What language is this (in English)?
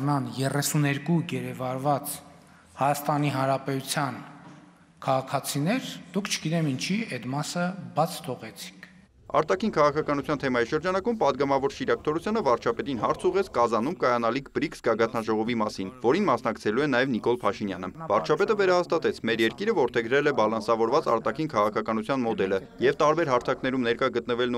Armenian